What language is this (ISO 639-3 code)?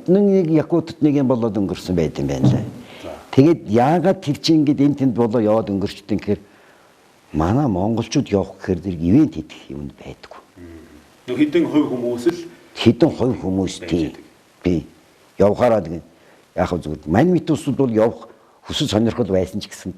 mon